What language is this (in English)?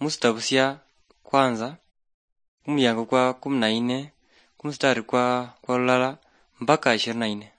Luyia